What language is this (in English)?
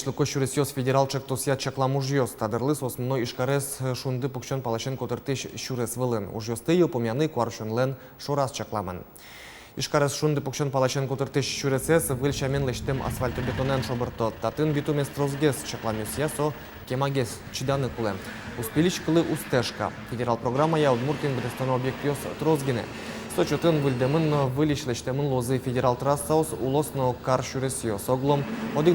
Udmurt